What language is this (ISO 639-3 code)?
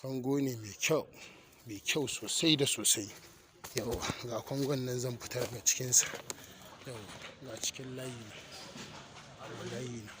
hau